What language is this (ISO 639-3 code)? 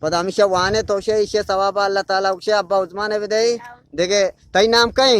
bgp